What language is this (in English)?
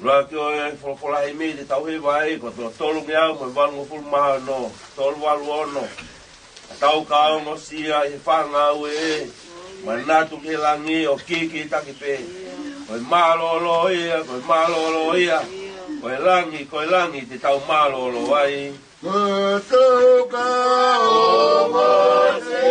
Tongan